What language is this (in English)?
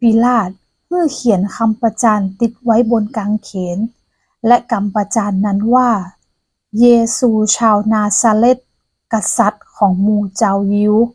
Northern Thai